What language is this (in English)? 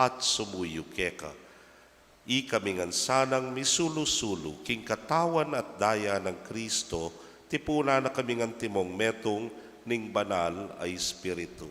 Pampanga